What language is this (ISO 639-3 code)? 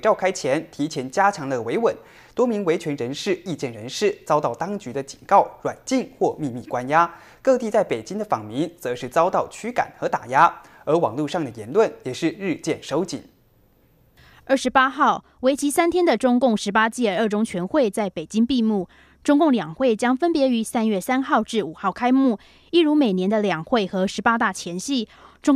zho